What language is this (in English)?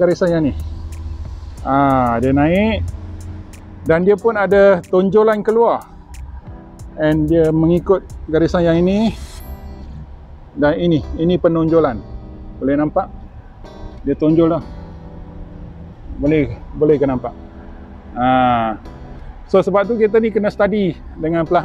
Malay